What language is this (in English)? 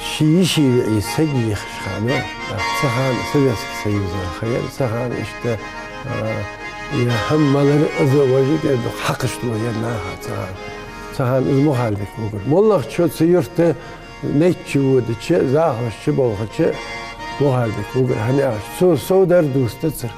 Ingush